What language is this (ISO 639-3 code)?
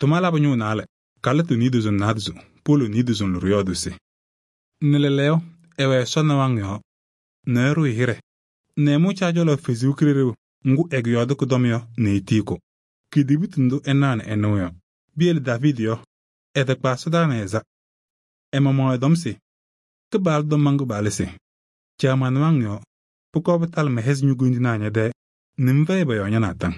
kbp